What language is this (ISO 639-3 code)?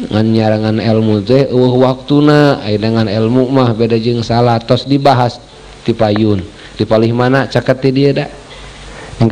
sun